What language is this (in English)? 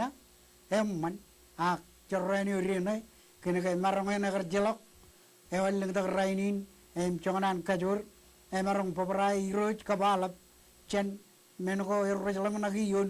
Marshallese